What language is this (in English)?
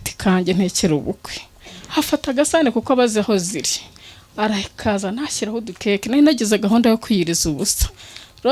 Kinyarwanda